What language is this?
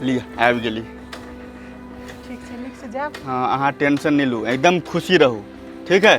Maithili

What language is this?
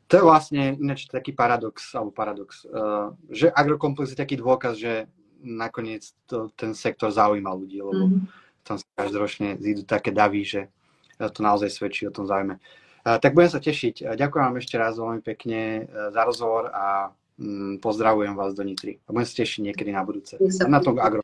Slovak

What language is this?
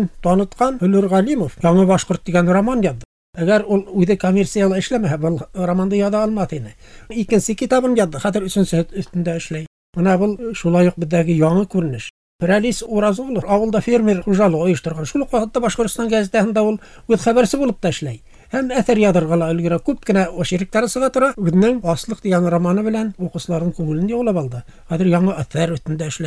Bashkir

